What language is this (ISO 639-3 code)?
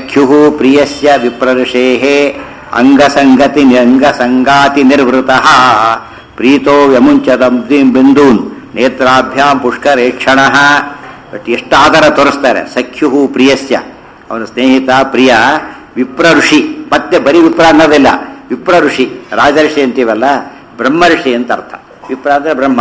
kan